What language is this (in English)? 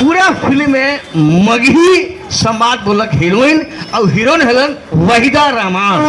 Magahi